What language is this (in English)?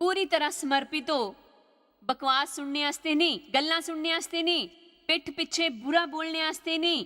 Dogri